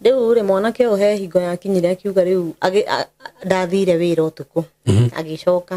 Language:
Kikuyu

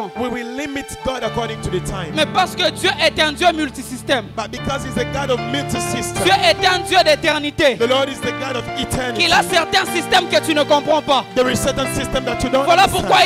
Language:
French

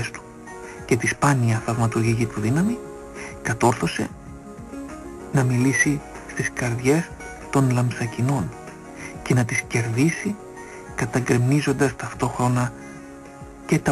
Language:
Greek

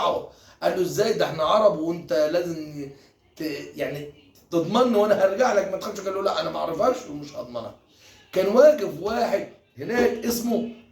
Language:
Egyptian Arabic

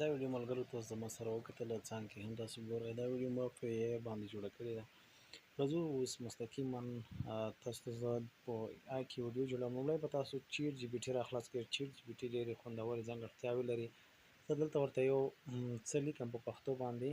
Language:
Pashto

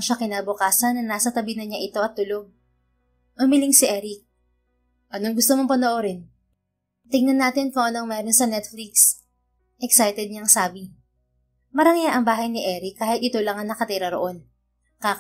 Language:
Filipino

